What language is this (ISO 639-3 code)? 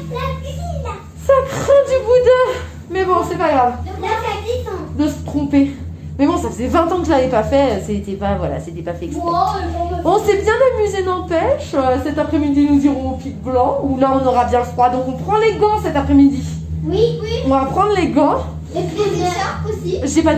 fra